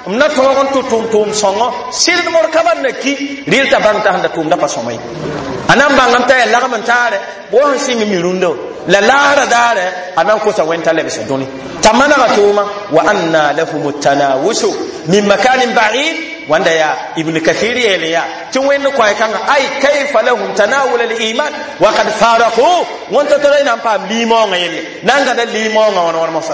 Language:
Mossi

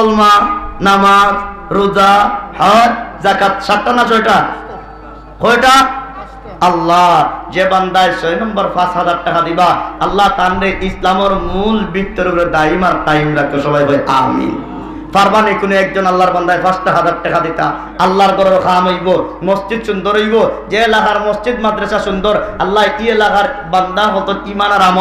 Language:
Sylheti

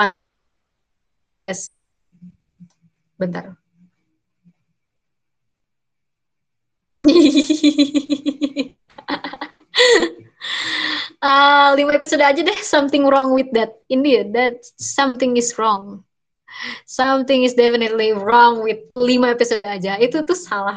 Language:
Indonesian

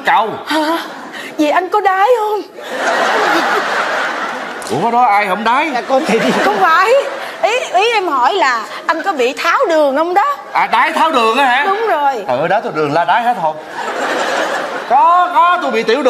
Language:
Vietnamese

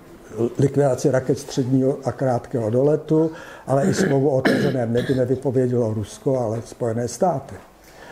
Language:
Czech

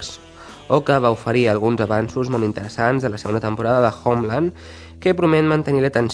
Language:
Catalan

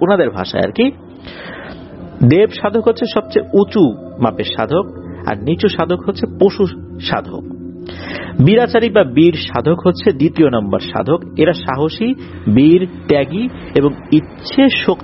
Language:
Bangla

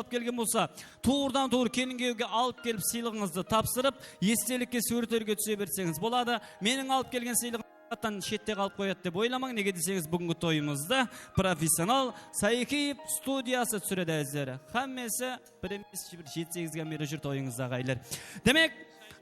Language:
Kara-Kalpak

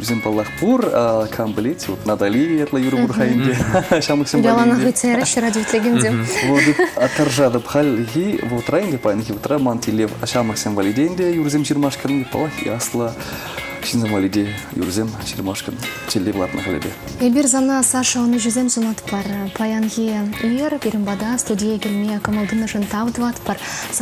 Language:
Chuvash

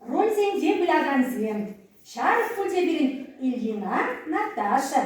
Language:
Chuvash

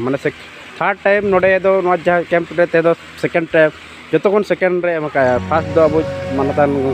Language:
Santali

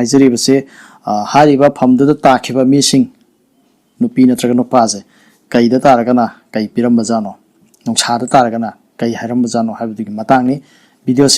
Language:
Manipuri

